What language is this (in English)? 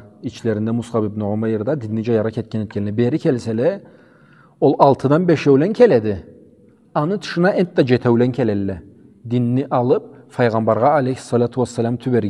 Karachay-Balkar